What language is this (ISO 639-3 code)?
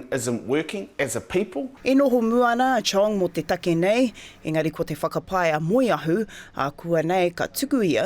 mri